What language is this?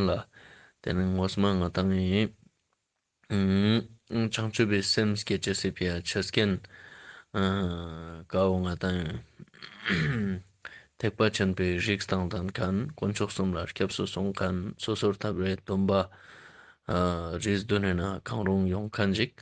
Ladakhi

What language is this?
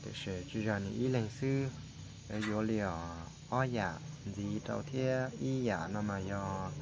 Hmong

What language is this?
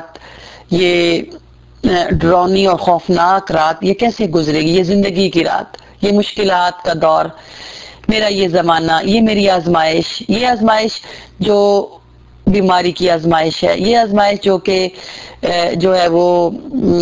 Urdu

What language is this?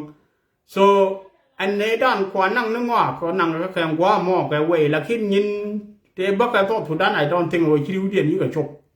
Nuer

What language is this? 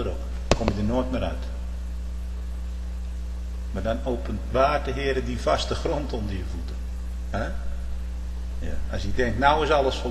Dutch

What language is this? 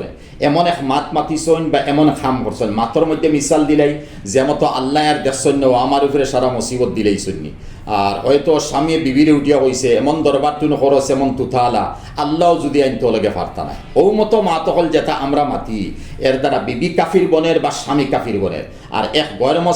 Sylheti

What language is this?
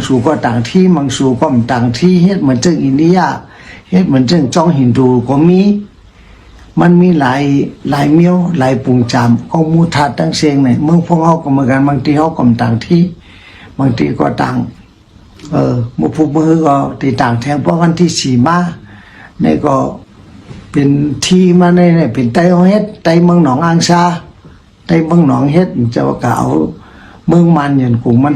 Shan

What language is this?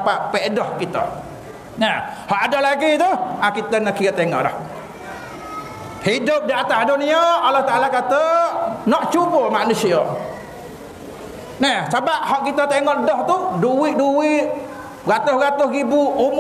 Malay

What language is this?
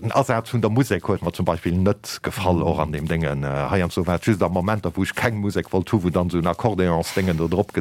Luxembourgish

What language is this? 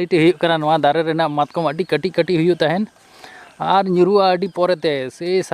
Santali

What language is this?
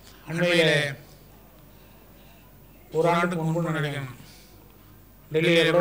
Tamil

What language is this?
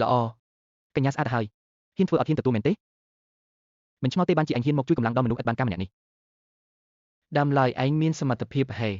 Khmer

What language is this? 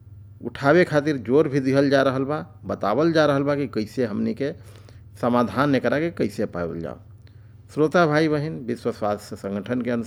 Bhojpuri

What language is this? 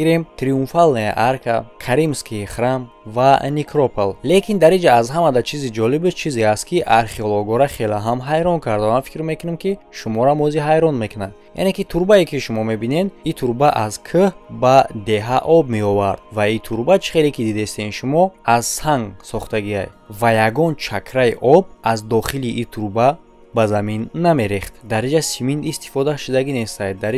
Tajik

